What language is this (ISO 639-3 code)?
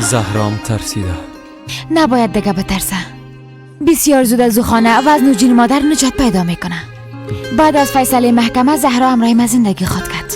fas